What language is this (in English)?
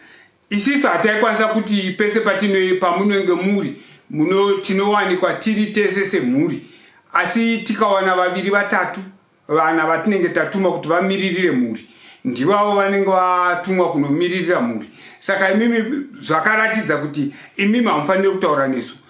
Shona